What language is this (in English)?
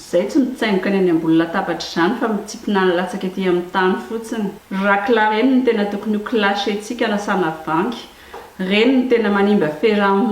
Malagasy